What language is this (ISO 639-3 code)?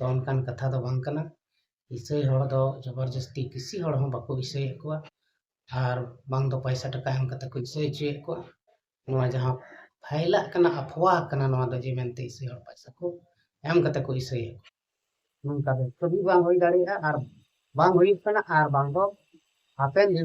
sat